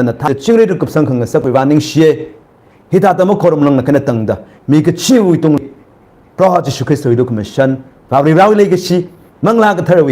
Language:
Tangkhul Naga (India)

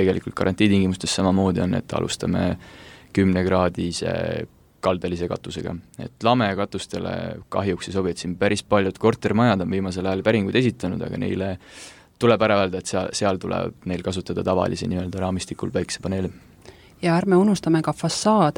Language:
Estonian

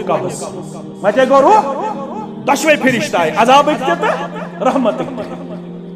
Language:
Kashmiri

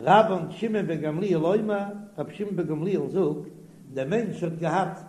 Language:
Yiddish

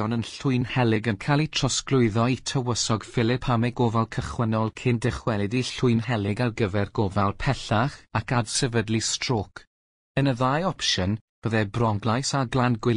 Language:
Welsh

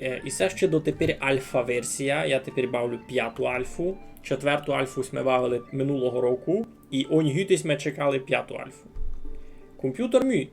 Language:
Rusyn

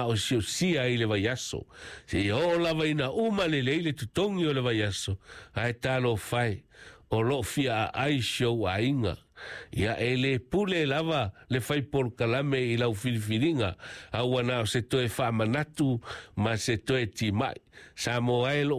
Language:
Samoan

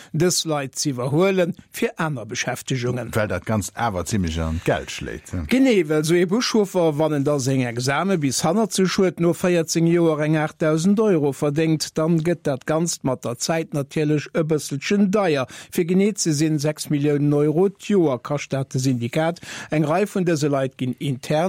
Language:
Luxembourgish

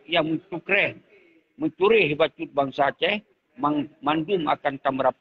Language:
Achinese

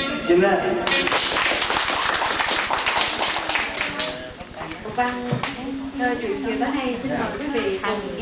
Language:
Vietnamese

